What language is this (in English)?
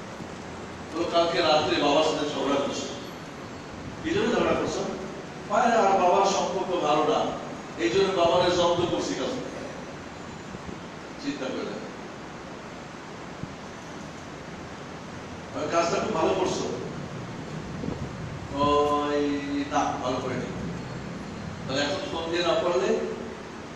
Bangla